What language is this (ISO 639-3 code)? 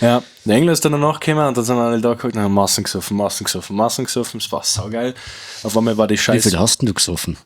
bar